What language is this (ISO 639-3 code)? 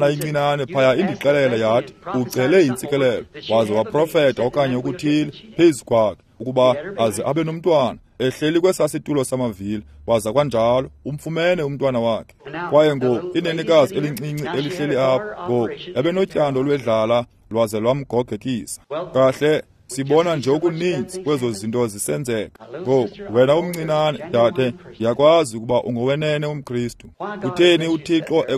xho